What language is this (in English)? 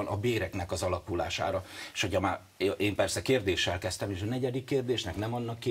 Hungarian